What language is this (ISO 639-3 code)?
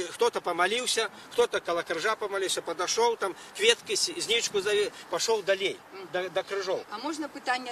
bel